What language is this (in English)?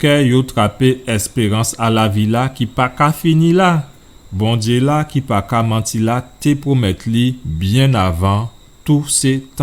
Guadeloupean Creole French